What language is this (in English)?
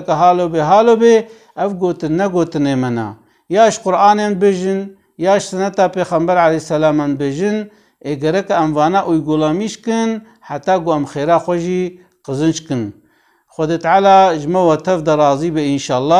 Kurdish